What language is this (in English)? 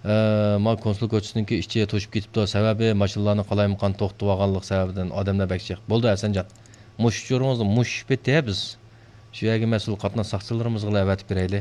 Uyghur